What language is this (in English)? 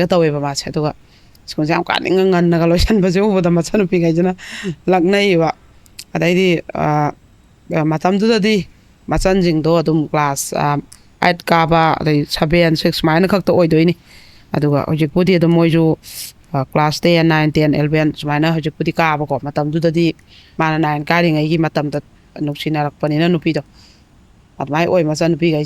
Manipuri